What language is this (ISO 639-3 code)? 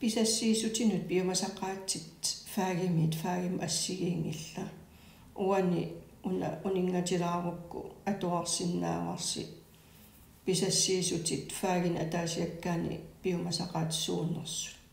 kal